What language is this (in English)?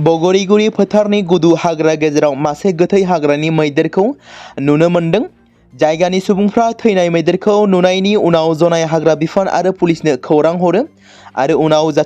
Bodo